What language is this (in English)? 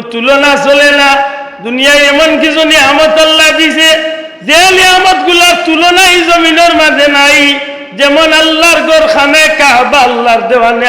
Sylheti